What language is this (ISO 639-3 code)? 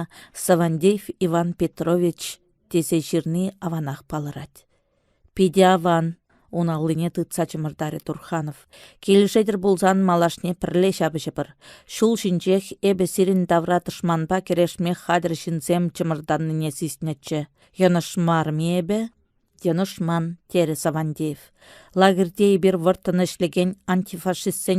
chv